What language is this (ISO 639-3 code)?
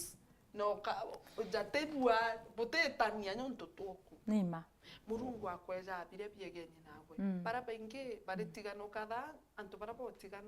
mer